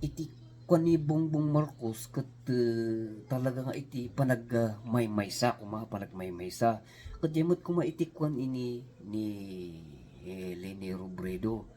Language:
Iloko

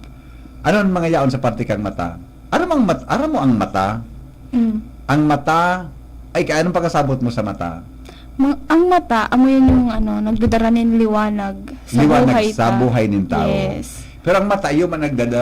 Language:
Bikol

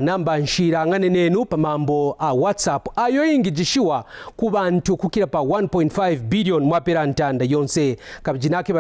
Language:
Kaonde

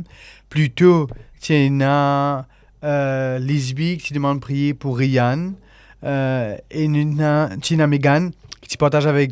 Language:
Morisyen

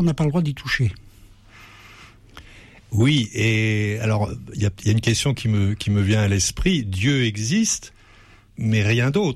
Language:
French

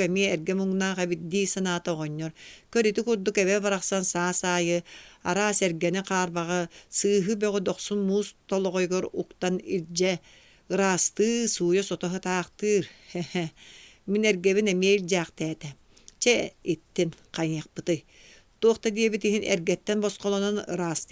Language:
Yakut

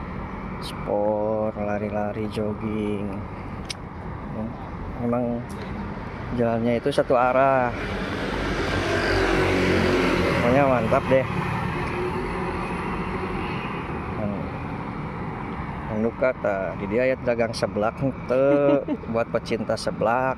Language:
Indonesian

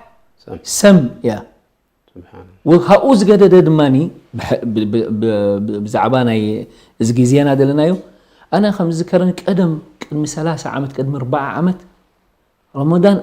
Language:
Tigrinya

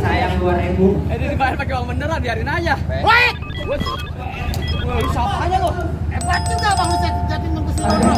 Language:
Betawi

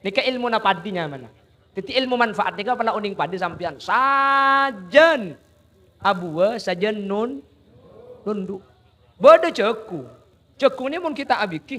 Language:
Madurese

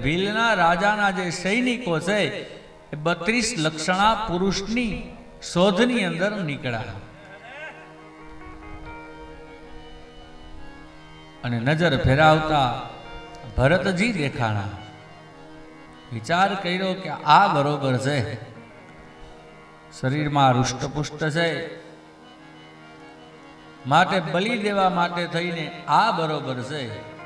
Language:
Gujarati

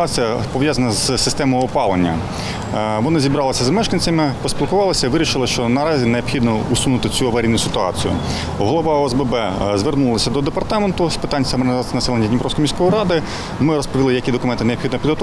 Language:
Ukrainian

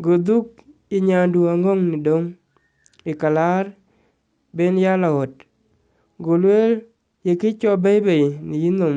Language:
Dinka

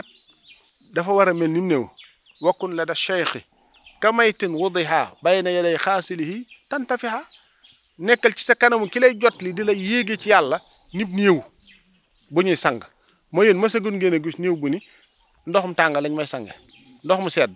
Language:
Wolof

